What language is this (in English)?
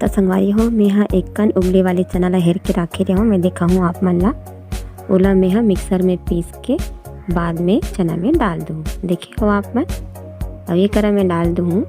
Chhattisgarhi